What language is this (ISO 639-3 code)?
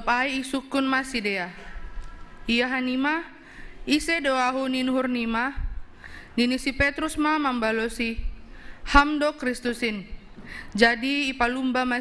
bts